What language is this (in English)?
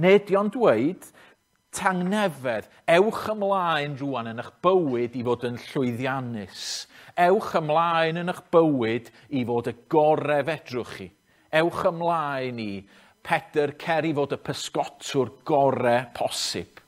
Welsh